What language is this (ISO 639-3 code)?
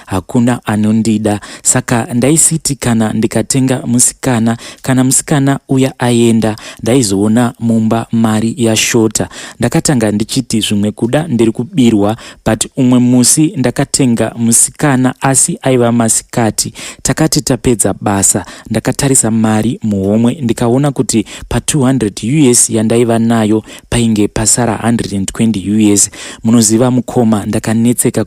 sna